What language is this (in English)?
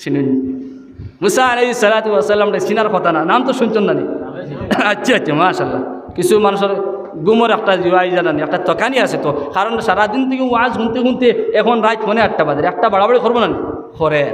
Sylheti